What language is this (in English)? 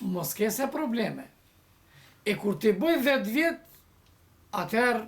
Albanian